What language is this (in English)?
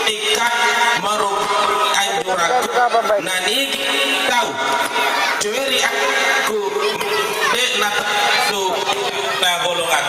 Buginese